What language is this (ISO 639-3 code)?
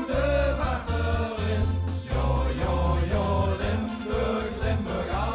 lim